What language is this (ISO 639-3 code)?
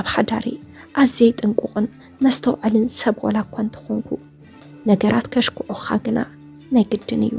tir